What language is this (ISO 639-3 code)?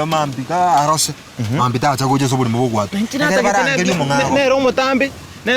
guz